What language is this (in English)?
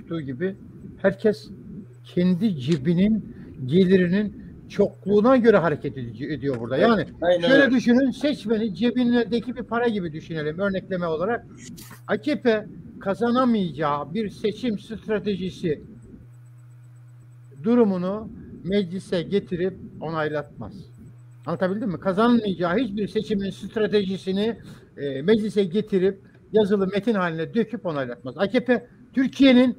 Turkish